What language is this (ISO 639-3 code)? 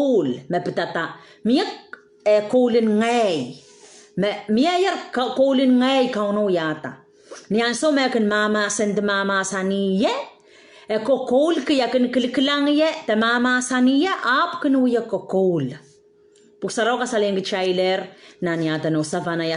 pon